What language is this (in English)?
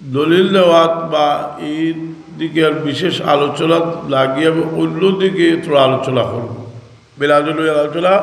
Sylheti